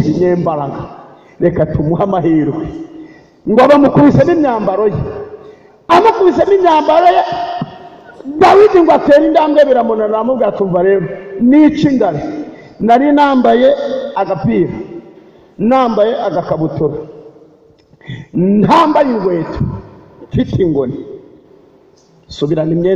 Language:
Kinyarwanda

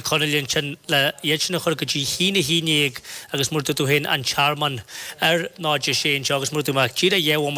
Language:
Irish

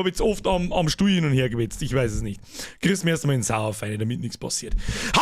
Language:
Bavarian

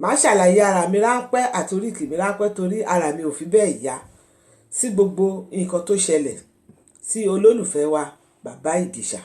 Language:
Yoruba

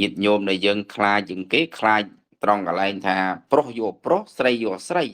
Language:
Khmer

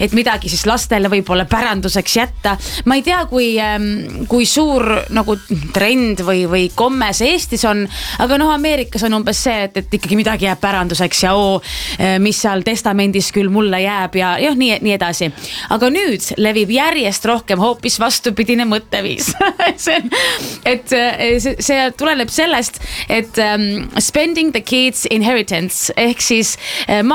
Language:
Estonian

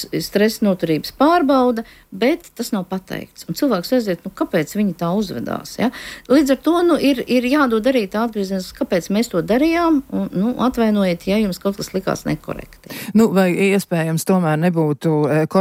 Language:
Latvian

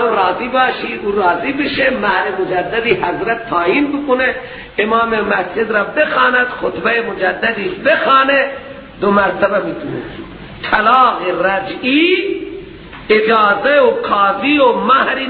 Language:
Persian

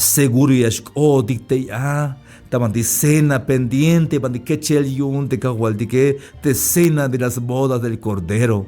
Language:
Tzeltal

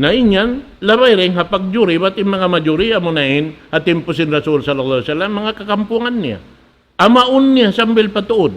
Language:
Tausug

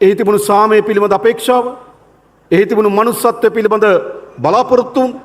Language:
Sinhala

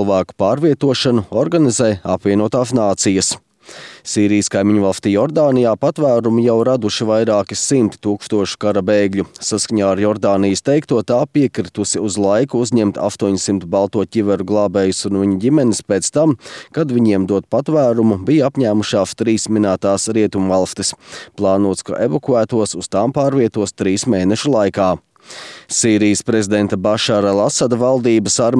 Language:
Latvian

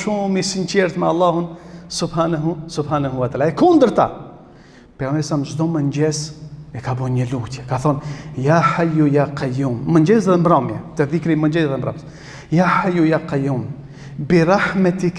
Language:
Albanian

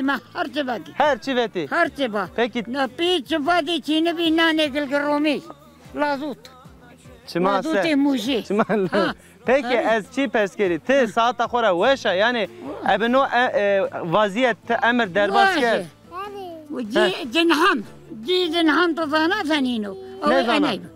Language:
Zaza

